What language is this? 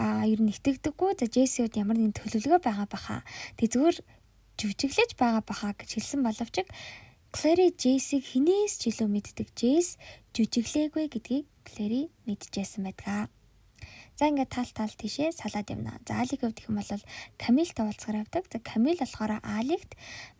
Mongolian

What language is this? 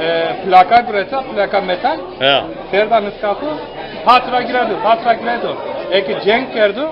Zaza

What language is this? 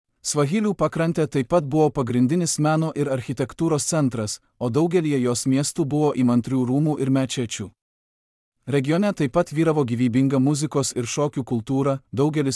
Lithuanian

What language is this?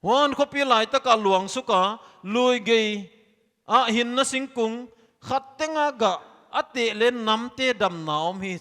Paite Chin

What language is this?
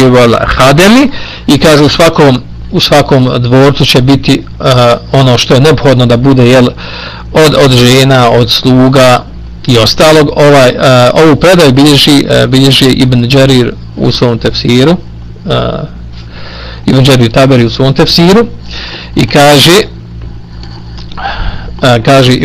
Bosnian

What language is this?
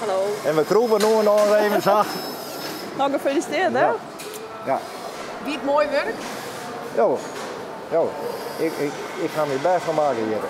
Western Frisian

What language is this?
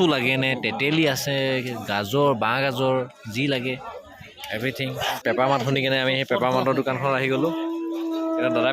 Assamese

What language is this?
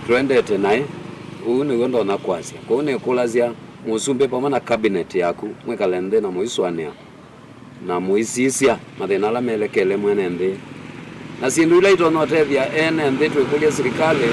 Kamba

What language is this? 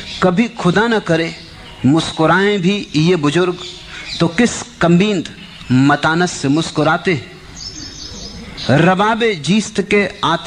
Hindi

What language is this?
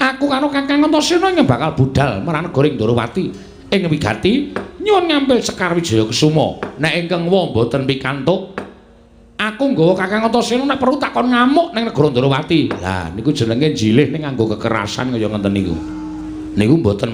Javanese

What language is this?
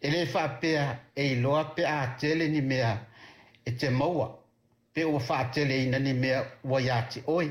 Samoan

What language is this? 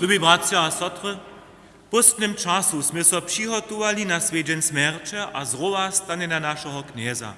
Upper Sorbian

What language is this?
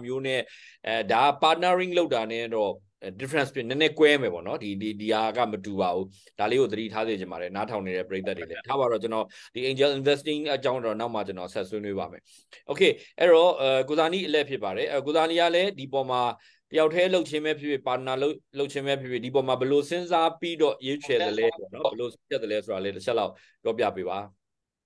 Burmese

